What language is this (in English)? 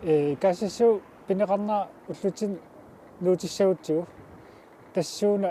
Kalaallisut